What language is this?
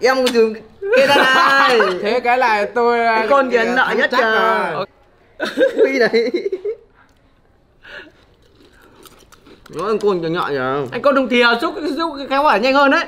Vietnamese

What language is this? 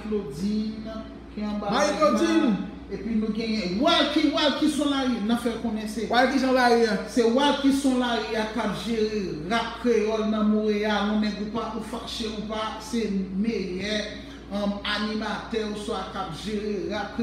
Haitian Creole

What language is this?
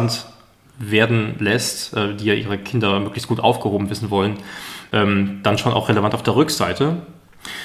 German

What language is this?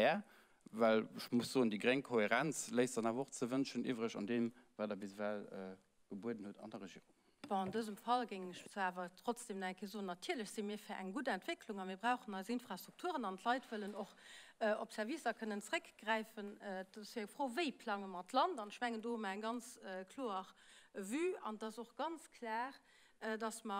Luxembourgish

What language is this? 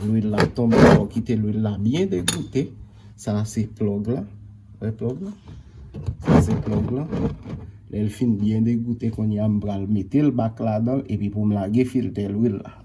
Haitian Creole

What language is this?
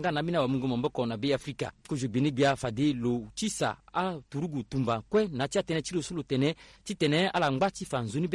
Sango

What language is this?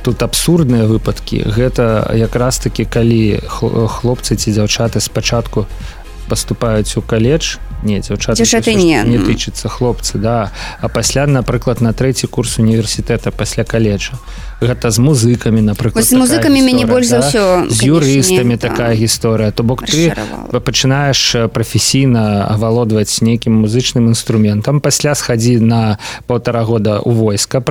Belarusian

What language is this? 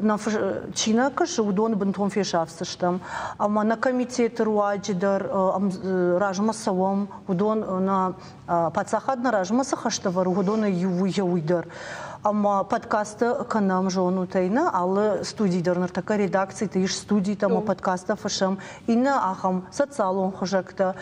Ossetic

